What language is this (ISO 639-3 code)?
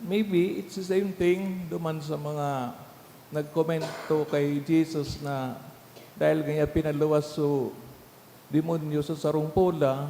bik